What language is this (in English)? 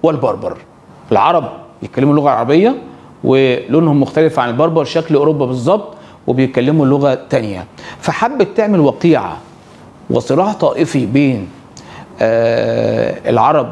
Egyptian Arabic